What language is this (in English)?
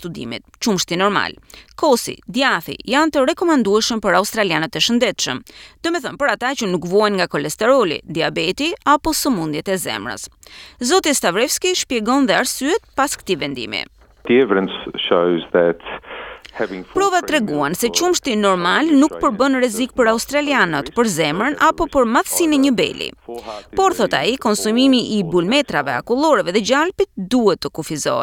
Albanian